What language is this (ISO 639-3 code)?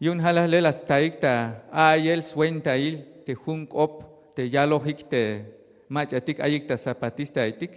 tzh